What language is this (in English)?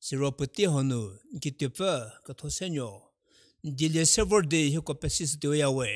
Angami Naga